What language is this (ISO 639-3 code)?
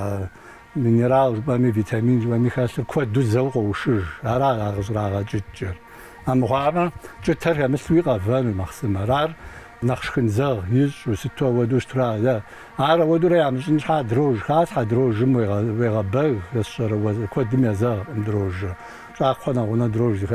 kbd